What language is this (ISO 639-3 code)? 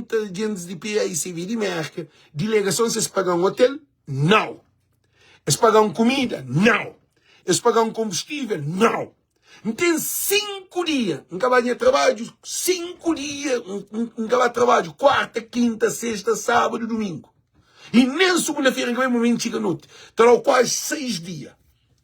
kea